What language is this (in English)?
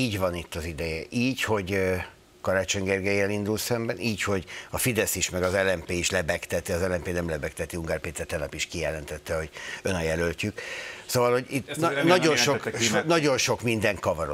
Hungarian